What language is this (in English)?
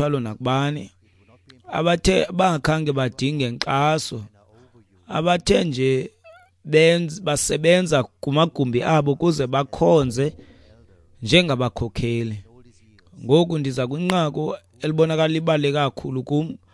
Xhosa